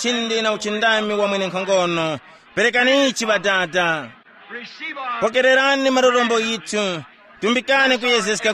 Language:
Tumbuka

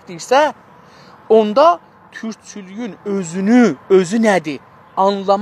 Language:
South Azerbaijani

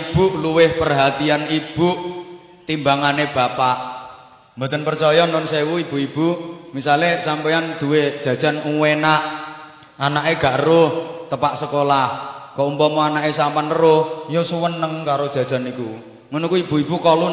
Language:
Javanese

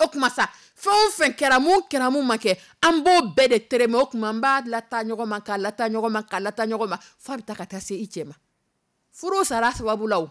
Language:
Dyula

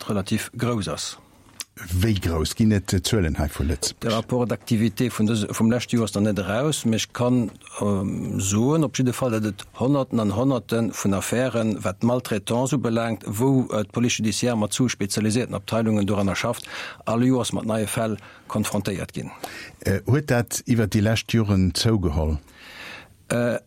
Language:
Luxembourgish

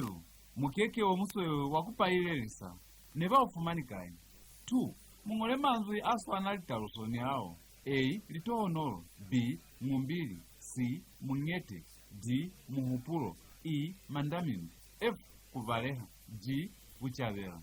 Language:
Lozi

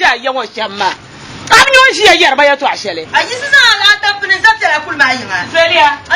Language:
Dagbani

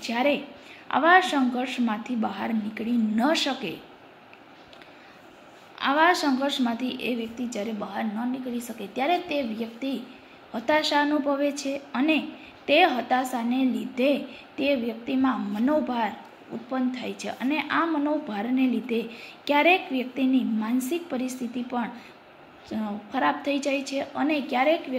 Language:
Gujarati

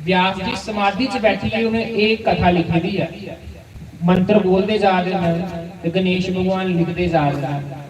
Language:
Dogri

